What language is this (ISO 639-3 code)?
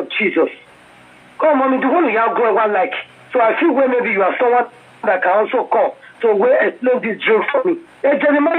pcm